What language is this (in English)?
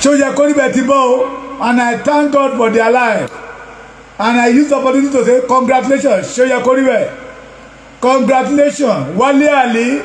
Yoruba